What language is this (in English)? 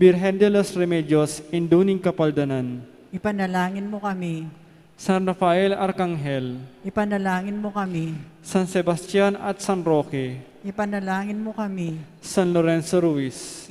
Pampanga